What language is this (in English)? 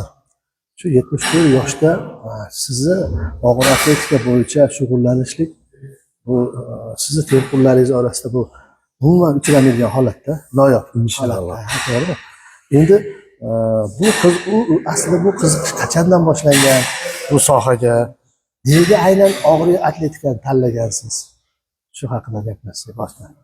Uzbek